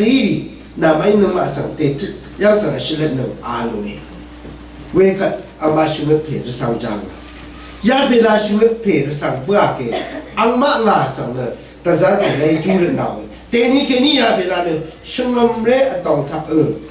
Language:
Rawang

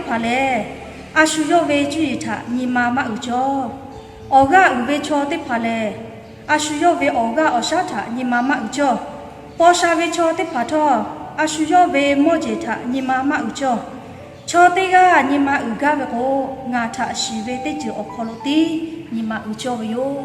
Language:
Lahu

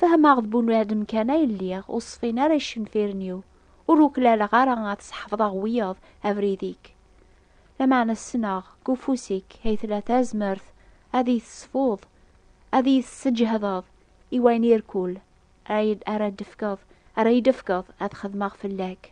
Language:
Kabyle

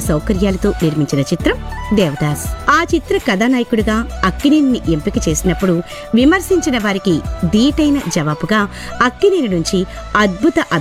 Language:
Telugu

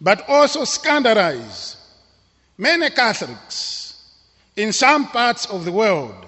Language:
English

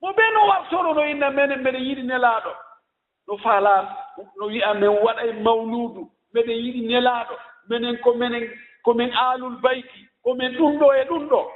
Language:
Fula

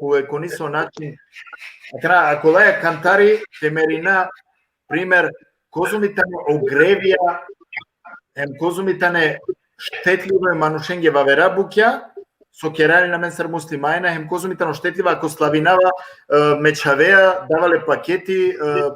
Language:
Balkan Romani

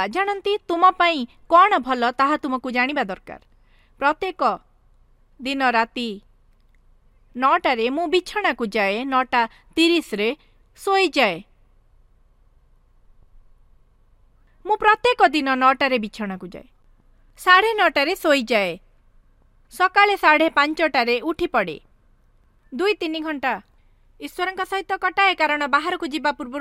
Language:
Odia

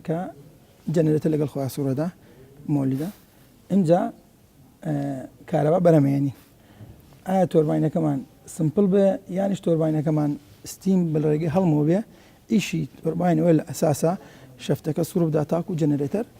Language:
Central Kurdish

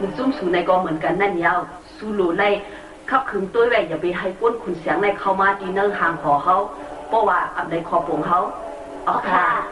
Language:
Shan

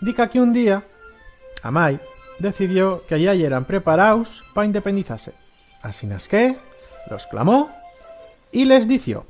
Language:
Aragonese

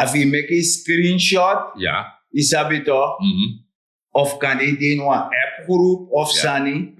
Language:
Sranan Tongo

